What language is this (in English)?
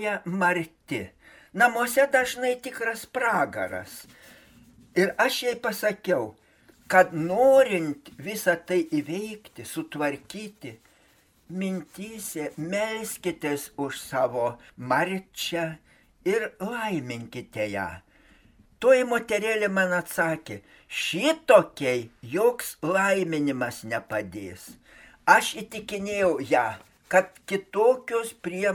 Lithuanian